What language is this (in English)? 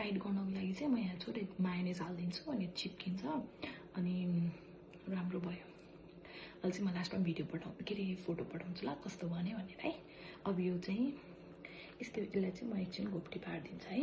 Nepali